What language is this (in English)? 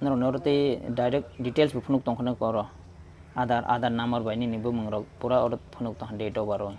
Kok Borok